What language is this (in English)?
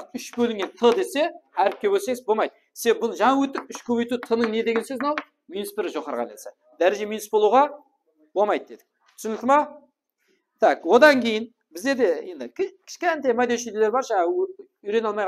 Kara-Kalpak